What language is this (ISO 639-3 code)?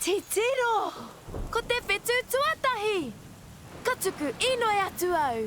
mri